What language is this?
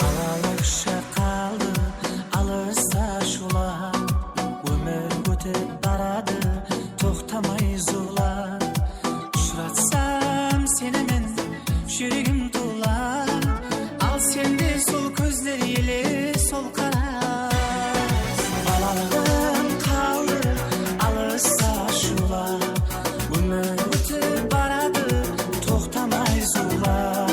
Kara-Kalpak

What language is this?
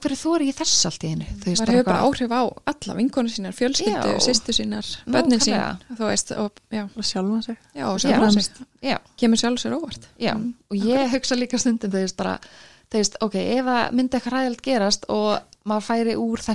Icelandic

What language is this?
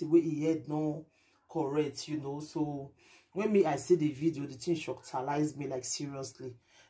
Nigerian Pidgin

